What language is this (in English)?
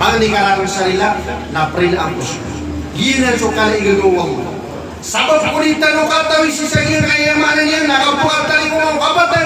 Maranao